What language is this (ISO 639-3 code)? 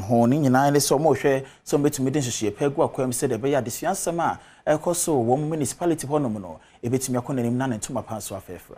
aka